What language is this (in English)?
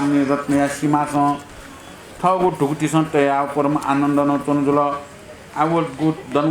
Newari